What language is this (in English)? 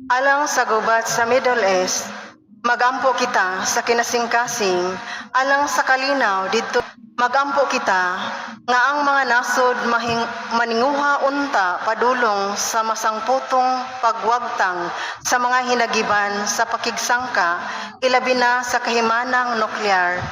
Cebuano